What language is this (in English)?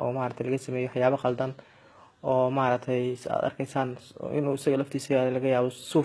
Somali